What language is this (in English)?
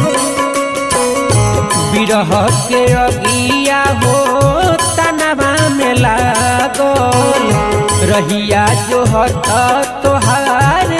Bhojpuri